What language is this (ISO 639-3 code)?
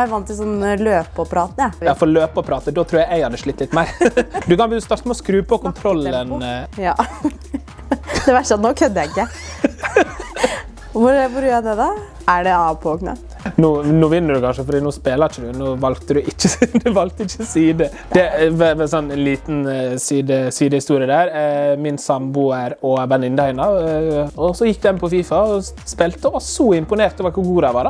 nor